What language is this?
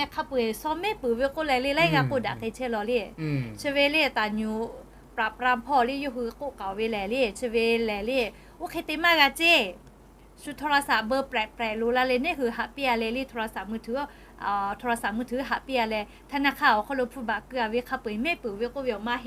Lahu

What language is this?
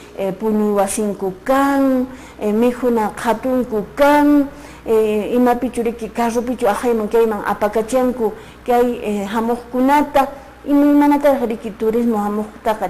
Quechua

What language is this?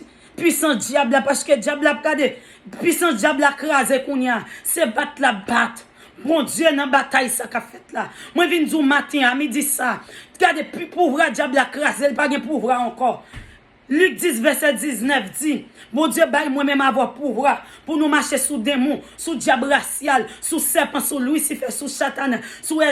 Haitian Creole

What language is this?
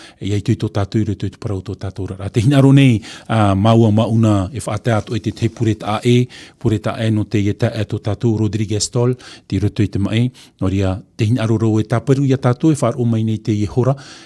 Tahitian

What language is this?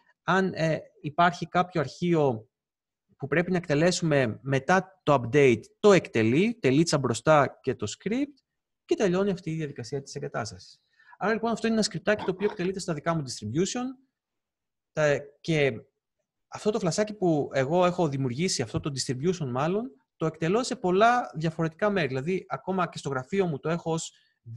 Greek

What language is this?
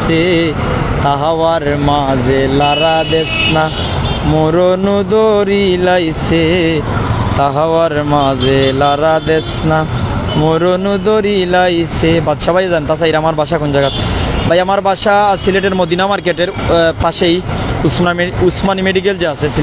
Sylheti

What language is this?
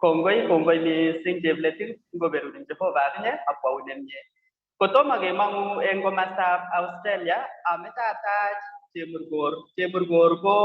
Kalenjin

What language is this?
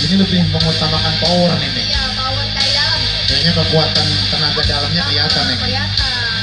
Betawi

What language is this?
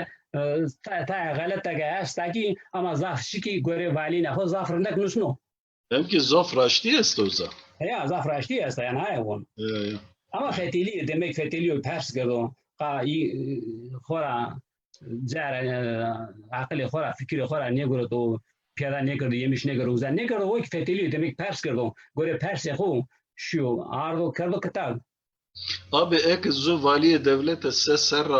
Zaza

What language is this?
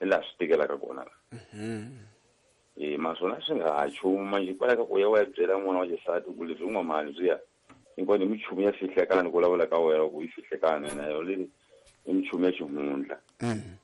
Tsonga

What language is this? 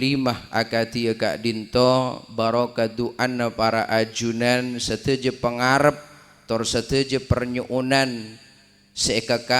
Madurese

